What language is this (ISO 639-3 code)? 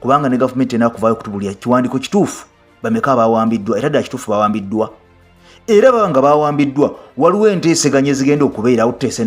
lug